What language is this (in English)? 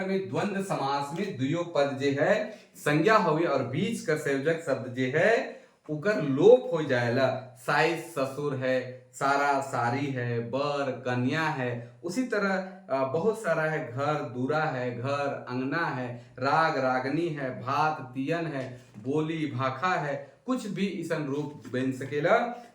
Sadri